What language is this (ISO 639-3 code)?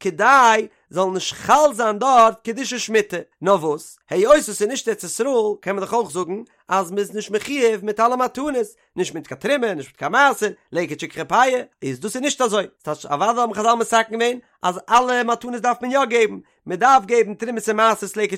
yid